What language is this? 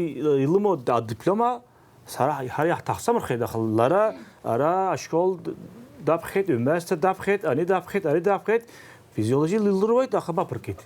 Abkhazian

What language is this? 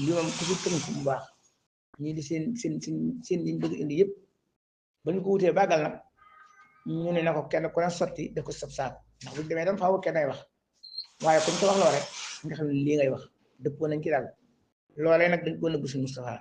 Wolof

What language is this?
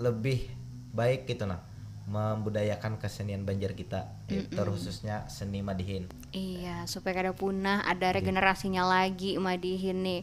Banjar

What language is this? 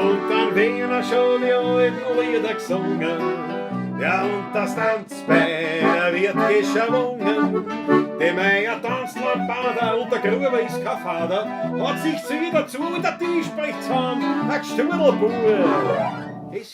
Bavarian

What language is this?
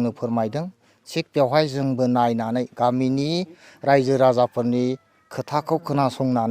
Bodo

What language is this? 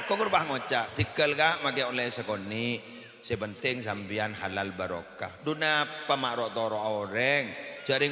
Madurese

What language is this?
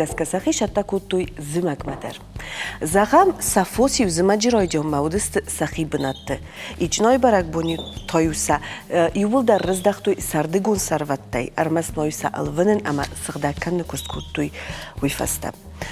Ossetic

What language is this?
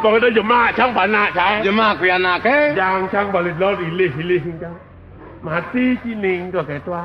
Balinese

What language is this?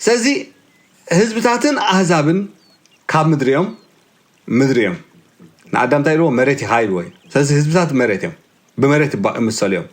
Tigrinya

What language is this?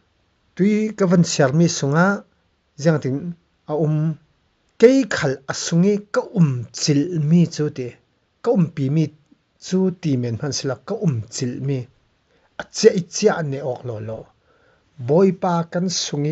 Falam Chin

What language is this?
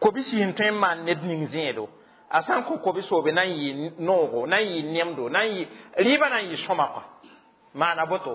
Mossi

